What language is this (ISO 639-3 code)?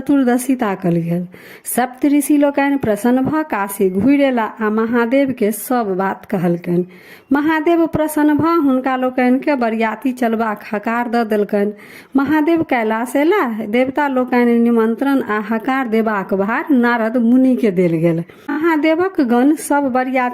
mai